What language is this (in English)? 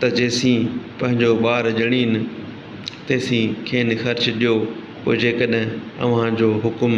Sindhi